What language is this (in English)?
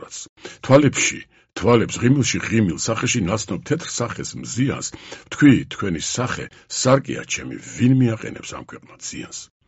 Georgian